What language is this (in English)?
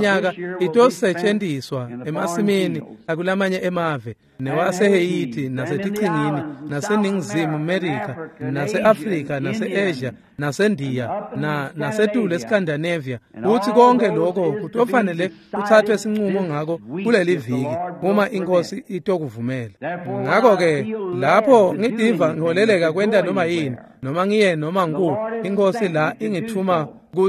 Swati